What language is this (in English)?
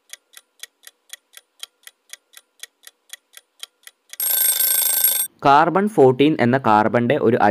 Malayalam